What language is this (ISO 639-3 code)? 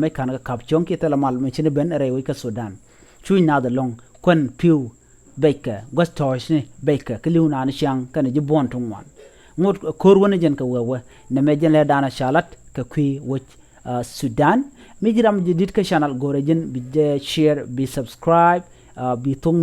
nus